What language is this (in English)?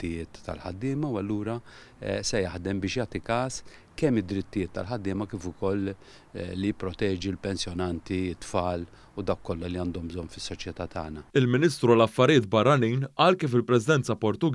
Maltese